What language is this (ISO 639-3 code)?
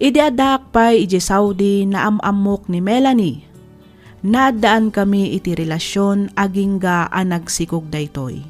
ilo